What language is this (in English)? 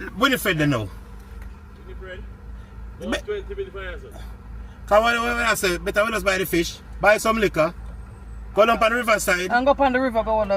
Jamaican Creole English